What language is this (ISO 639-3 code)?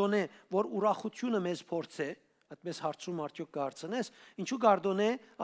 hyw